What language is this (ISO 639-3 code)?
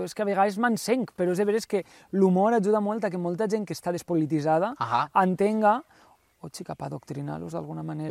cat